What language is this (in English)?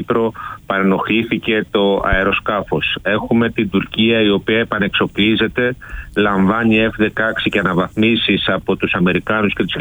Greek